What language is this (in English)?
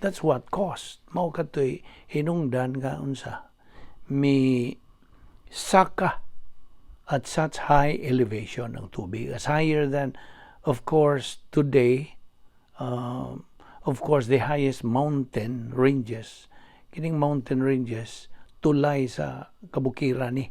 Cebuano